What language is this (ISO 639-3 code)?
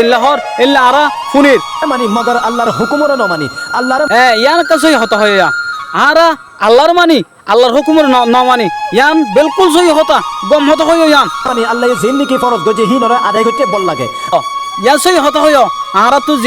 rhg